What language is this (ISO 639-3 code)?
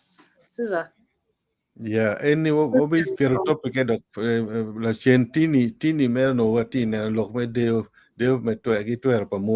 ach